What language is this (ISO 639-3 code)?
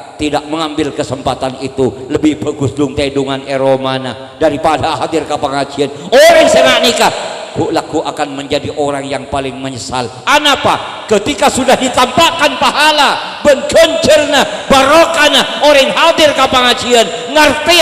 mad